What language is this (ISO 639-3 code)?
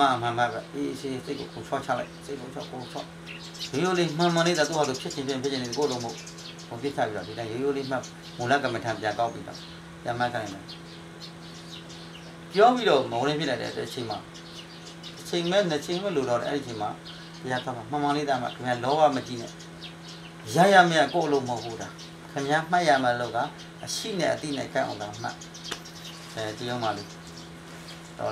mya